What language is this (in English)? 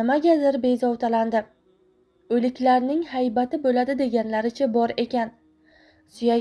Uzbek